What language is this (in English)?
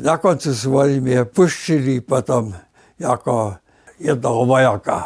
Upper Sorbian